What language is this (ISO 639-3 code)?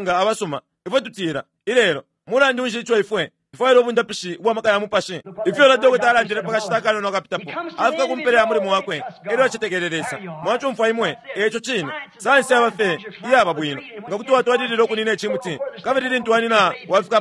bem